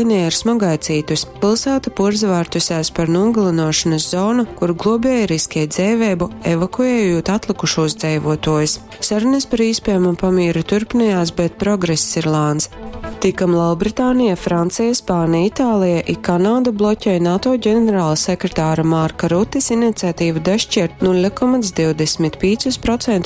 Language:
Latgalian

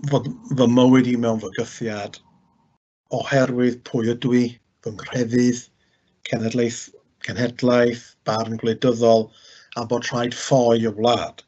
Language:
Welsh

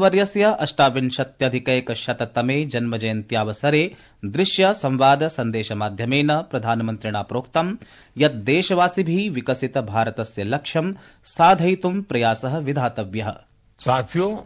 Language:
Sanskrit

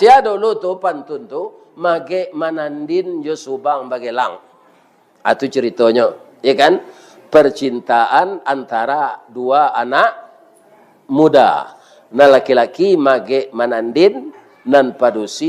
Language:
Minangkabau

